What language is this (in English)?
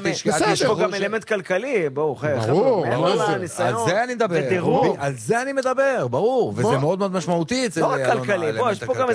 Hebrew